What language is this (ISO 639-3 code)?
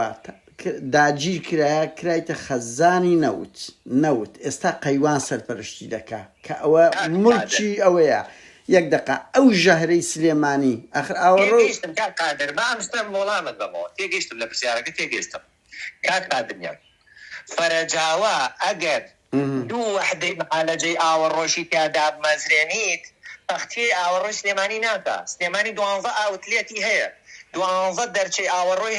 ckb